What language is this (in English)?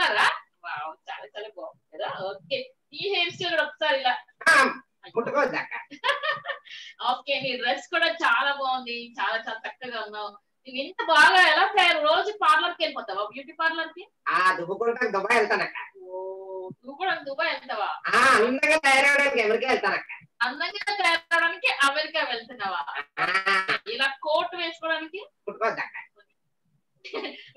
Telugu